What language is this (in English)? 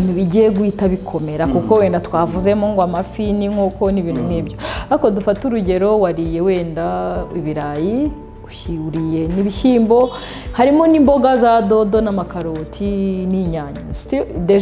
Kinyarwanda